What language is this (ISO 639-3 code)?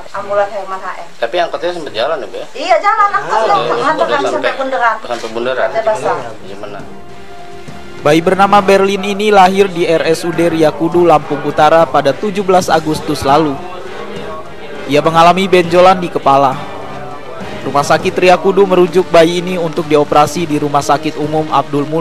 ind